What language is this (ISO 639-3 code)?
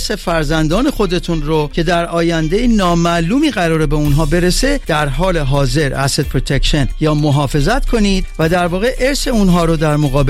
fas